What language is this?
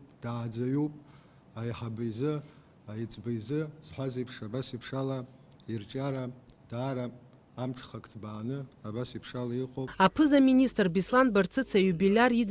Abkhazian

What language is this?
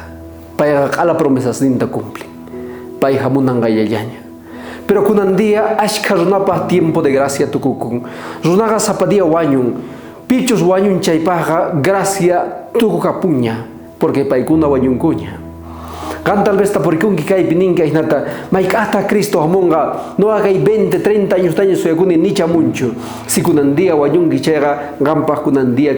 South Bolivian Quechua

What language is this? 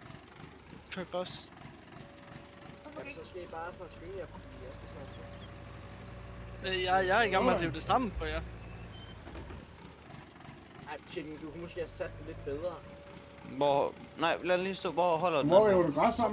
Danish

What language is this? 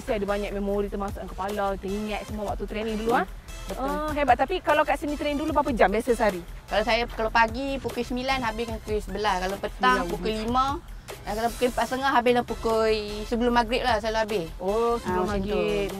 Malay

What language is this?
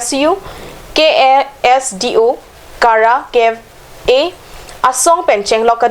Karbi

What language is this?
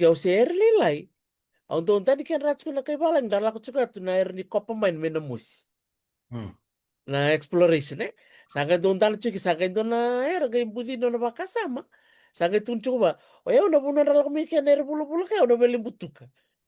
Fijian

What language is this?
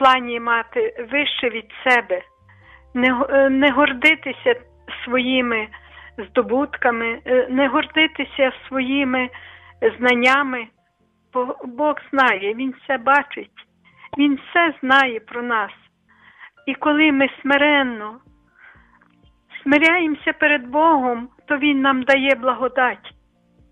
Ukrainian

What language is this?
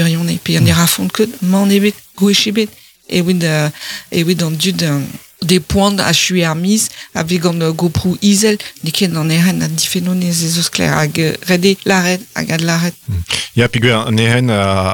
Breton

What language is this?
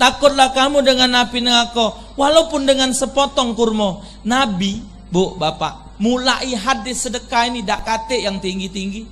Musi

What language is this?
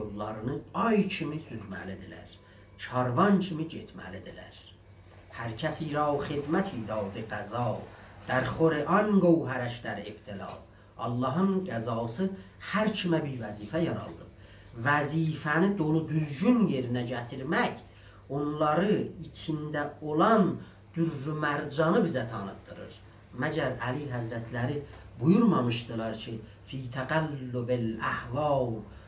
South Azerbaijani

